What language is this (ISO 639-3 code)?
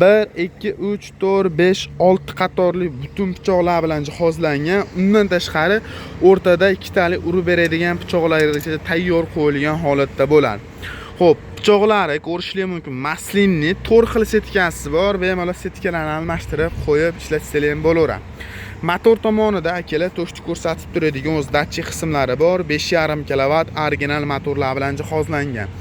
uzb